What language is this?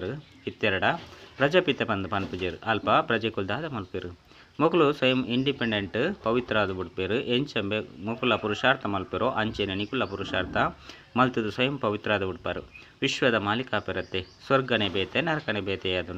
Tulu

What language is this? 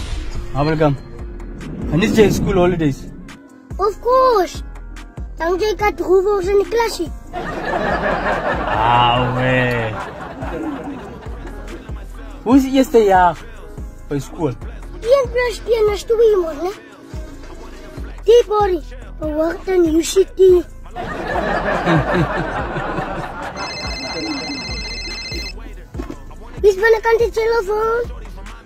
Afrikaans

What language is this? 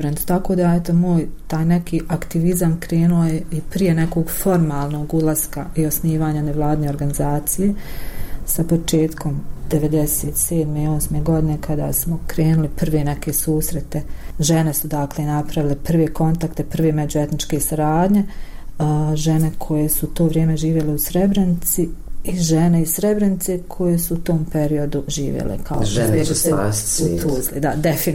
Bosnian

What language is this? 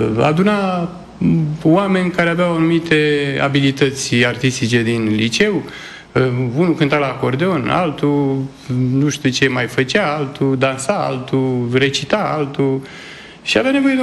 Romanian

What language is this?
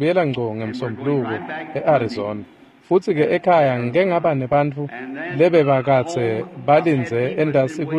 Swati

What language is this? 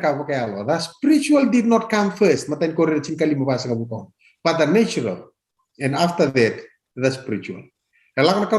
Fijian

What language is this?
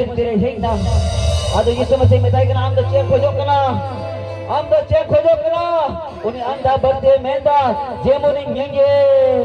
Santali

